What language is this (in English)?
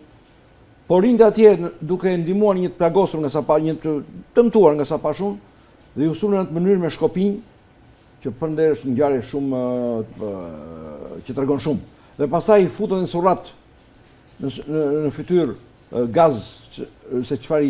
Albanian